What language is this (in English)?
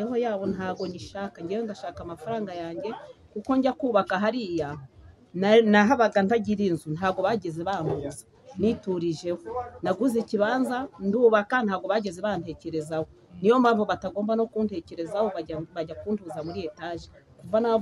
Kinyarwanda